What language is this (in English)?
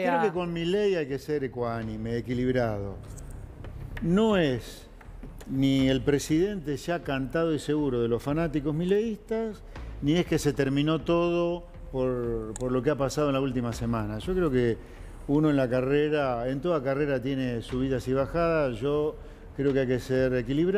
Spanish